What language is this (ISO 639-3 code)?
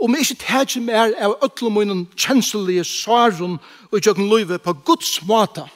fao